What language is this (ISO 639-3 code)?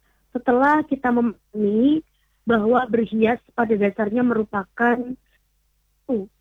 ind